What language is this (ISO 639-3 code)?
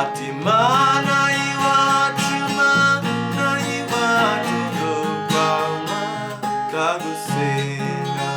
kin